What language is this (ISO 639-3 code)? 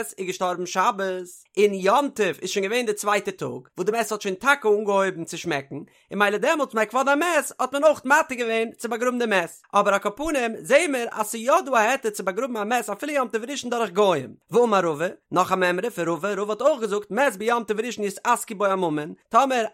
yid